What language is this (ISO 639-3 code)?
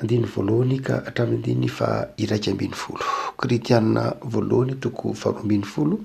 mlg